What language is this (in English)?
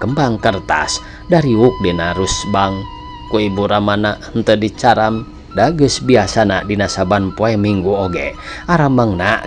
Sundanese